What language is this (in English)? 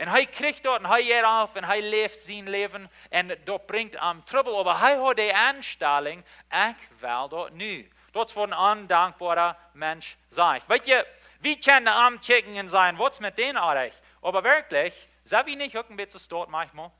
Plautdietsch